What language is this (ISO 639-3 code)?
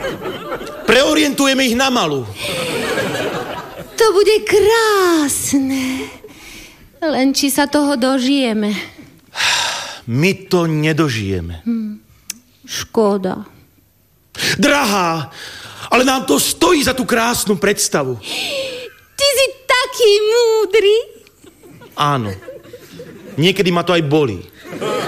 slk